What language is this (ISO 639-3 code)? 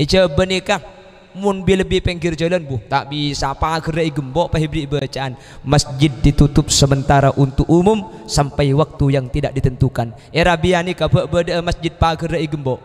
mad